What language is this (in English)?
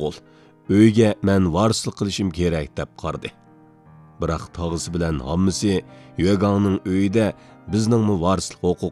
Uyghur